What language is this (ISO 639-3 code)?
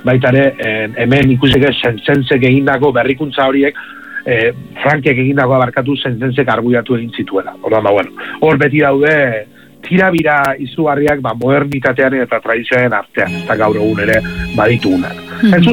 eus